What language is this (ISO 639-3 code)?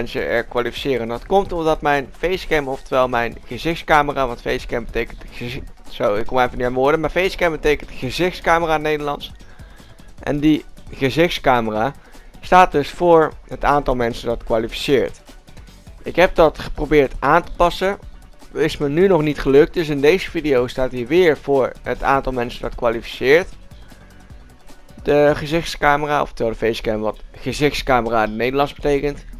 nld